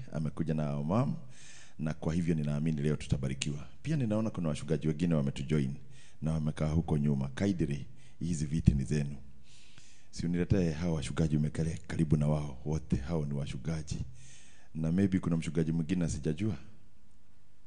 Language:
Swahili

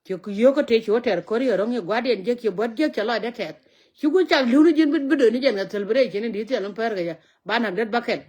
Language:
Nuer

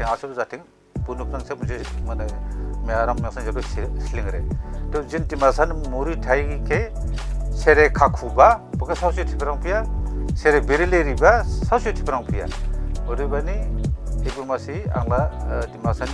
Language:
Dimasa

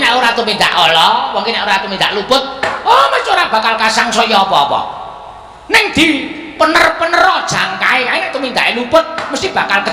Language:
Javanese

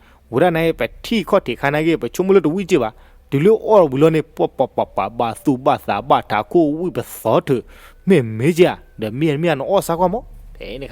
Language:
S'gaw Karen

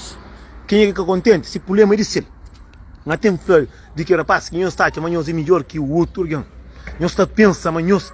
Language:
Kabuverdianu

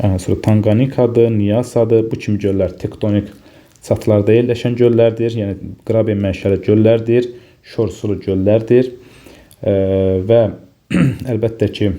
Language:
Azerbaijani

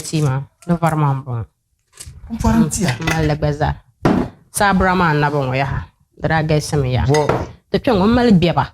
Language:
Dagbani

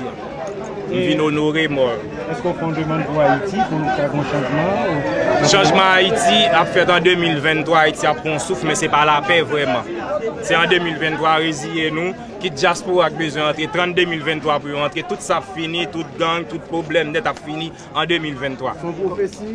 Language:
Haitian Creole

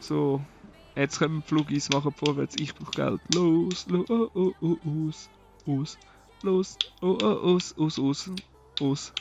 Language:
Swiss German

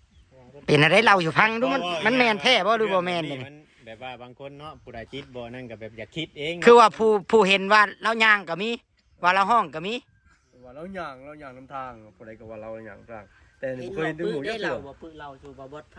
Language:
Northeastern Thai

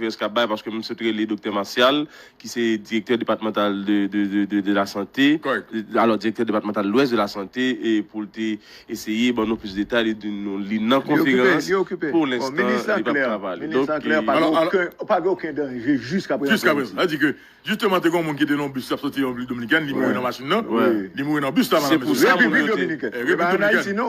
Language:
Haitian Creole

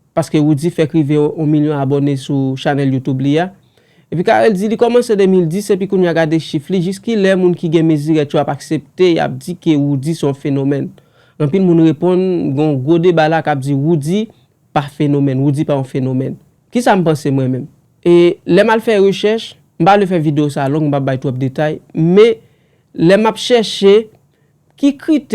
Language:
Haitian Creole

